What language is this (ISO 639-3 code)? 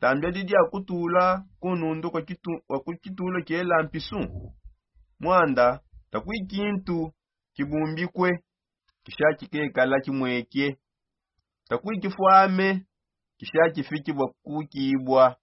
sop